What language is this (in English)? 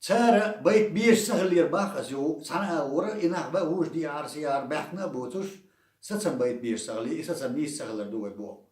Chechen